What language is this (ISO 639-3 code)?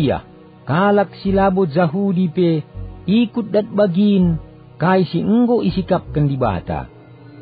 btx